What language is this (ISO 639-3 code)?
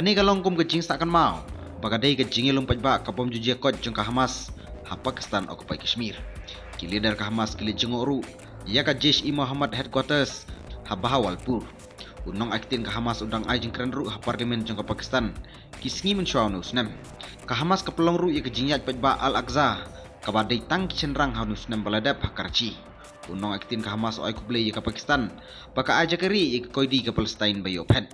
kha